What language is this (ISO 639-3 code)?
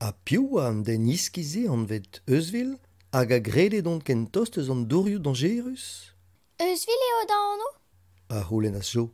bre